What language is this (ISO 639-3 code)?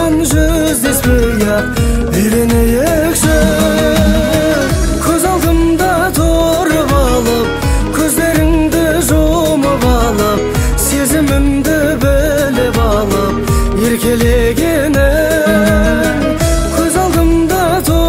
kaz